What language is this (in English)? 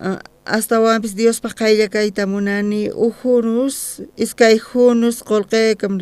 South Bolivian Quechua